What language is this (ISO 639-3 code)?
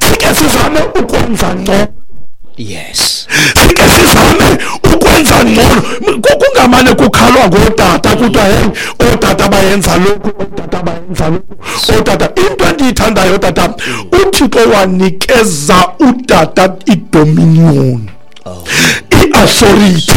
xho